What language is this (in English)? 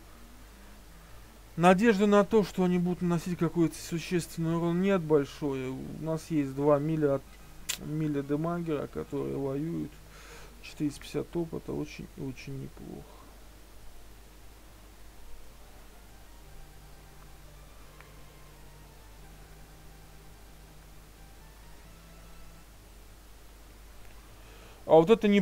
Russian